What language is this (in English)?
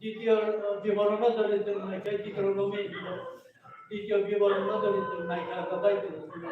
Kok Borok